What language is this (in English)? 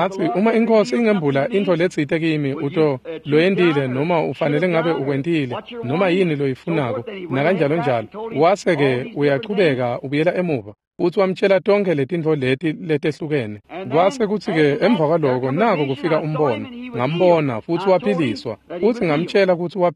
Swati